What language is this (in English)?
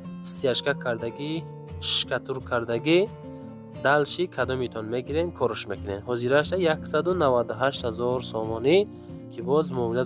Tajik